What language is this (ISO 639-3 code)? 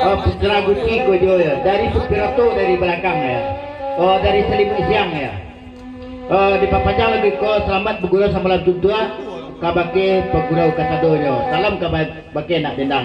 min